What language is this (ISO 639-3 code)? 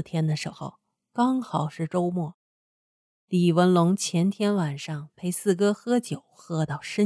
zho